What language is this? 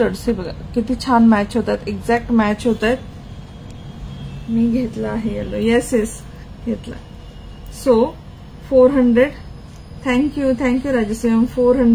Marathi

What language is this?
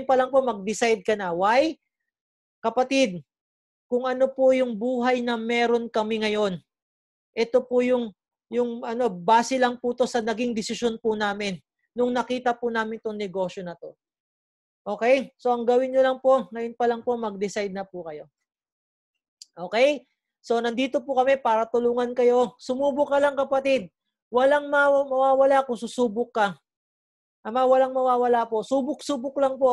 Filipino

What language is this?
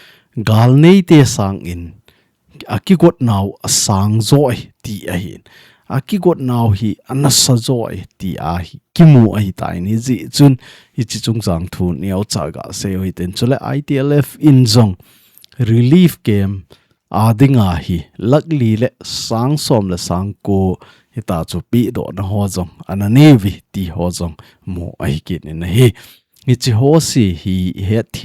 Thado Chin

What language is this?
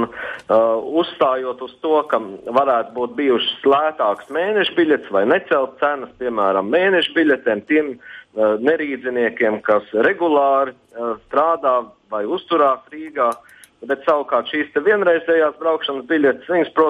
Latvian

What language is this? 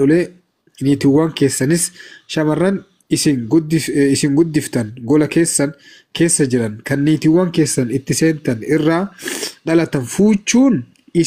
Oromo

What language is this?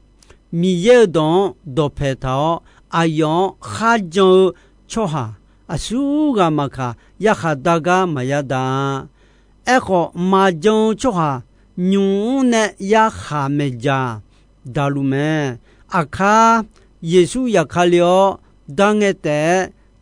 Akha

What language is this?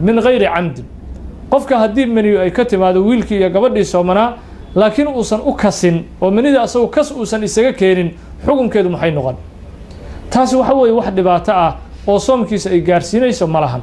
Somali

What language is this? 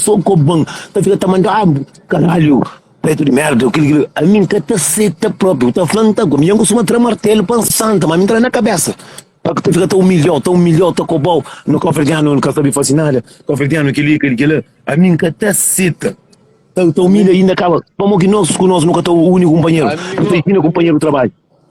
Kabuverdianu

